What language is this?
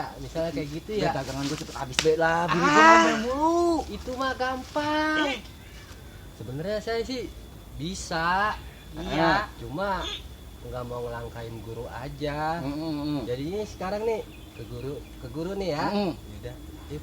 Betawi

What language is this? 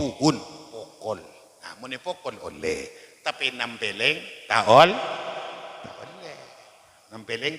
Madurese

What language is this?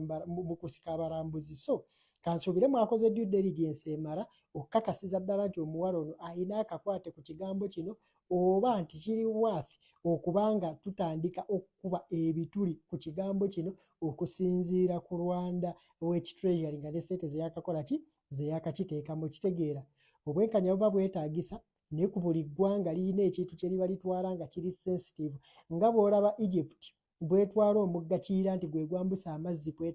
Ganda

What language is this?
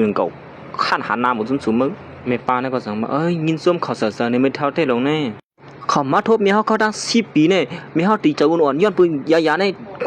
Shan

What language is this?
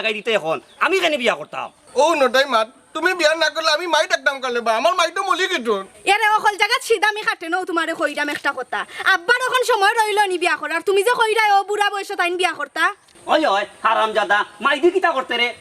Sylheti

